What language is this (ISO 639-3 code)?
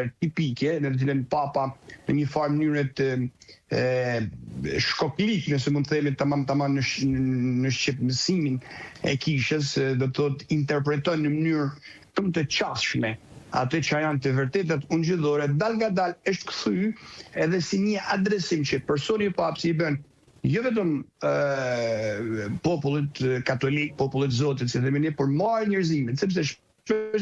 sqi